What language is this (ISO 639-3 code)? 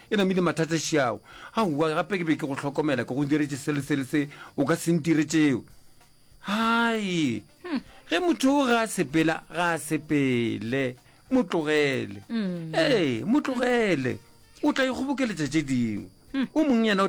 nso